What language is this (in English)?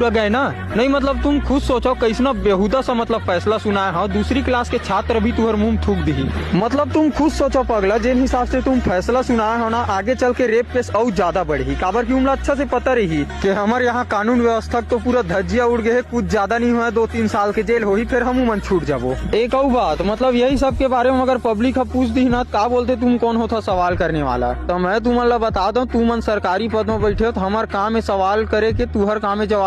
Chhattisgarhi